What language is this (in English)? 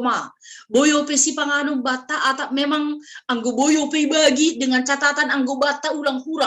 Batak Simalungun